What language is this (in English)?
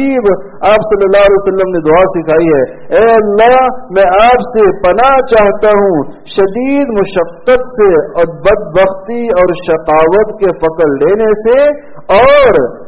Urdu